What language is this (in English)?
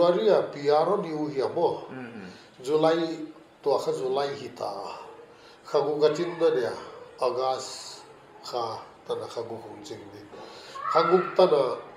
Paite Chin